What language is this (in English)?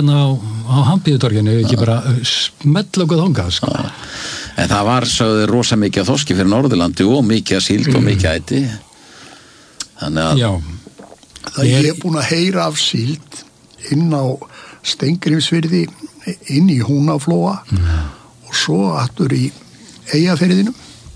Icelandic